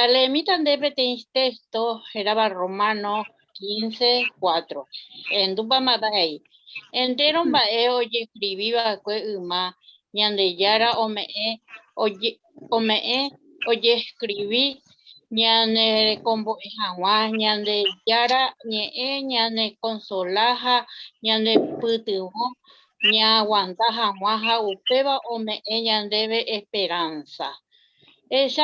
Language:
Guarani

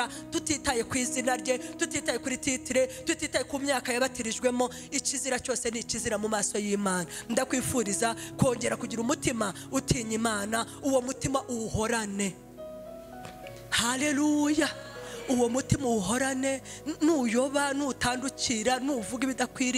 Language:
Kinyarwanda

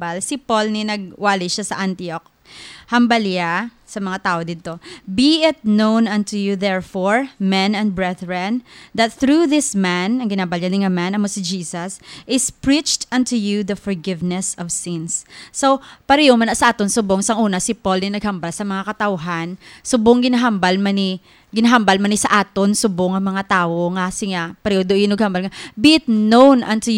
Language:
Hiligaynon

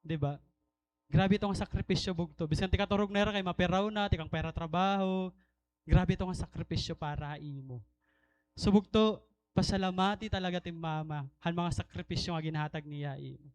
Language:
Waray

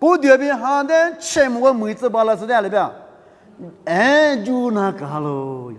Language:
Lisu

